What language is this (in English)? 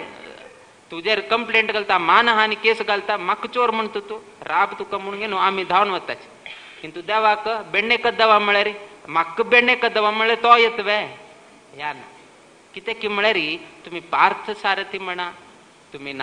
Konkani